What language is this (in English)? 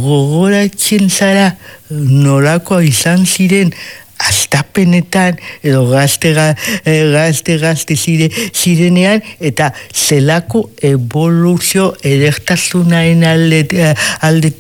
Basque